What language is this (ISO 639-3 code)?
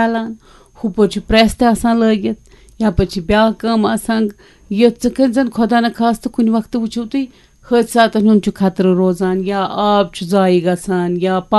kas